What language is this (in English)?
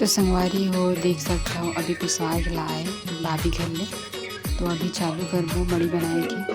Chhattisgarhi